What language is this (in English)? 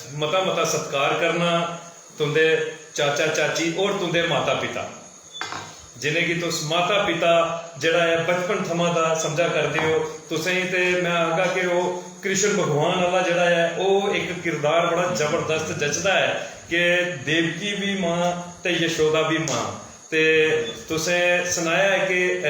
Dogri